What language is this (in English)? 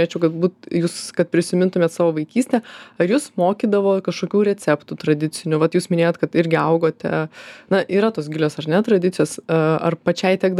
Lithuanian